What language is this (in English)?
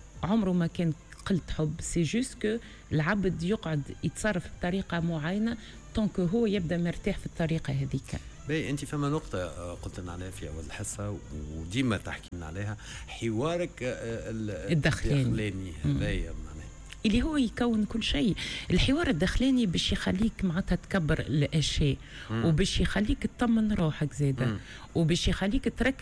Tunisian Arabic